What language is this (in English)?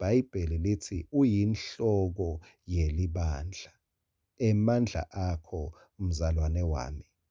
Swati